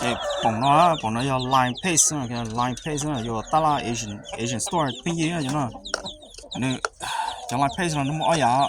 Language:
Hmong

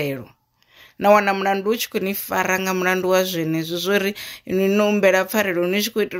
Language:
Venda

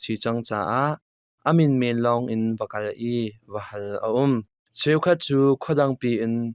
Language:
Hakha Chin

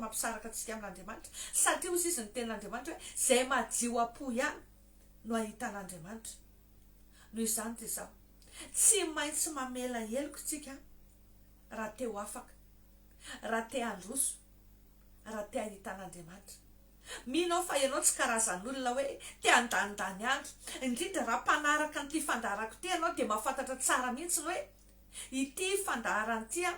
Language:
Malagasy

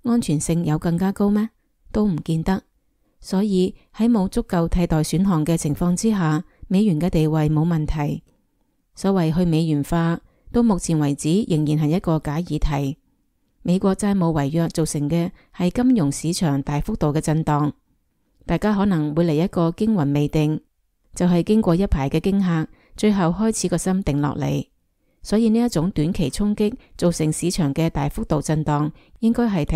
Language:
Cantonese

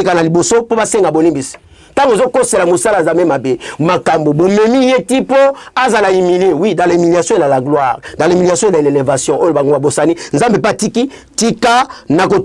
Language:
Lingala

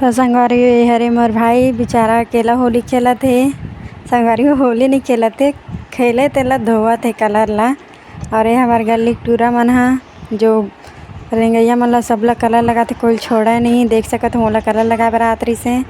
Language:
Chhattisgarhi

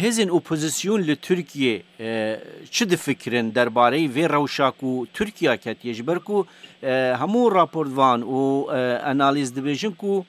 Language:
Kurdish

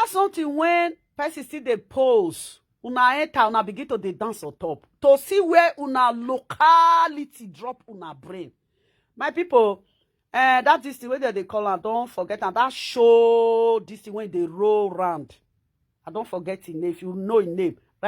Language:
Nigerian Pidgin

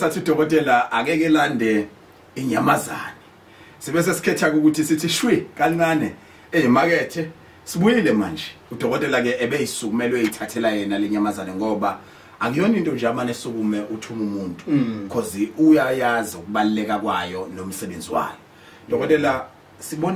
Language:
Zulu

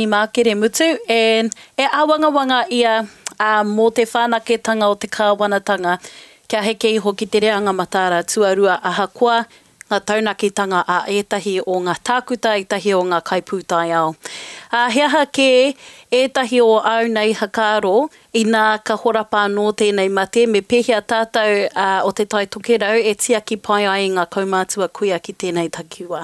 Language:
Māori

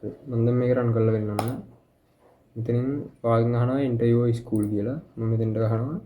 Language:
Sinhala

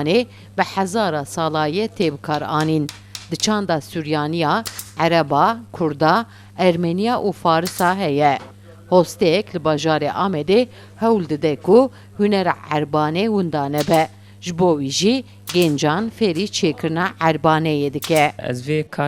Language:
Kurdish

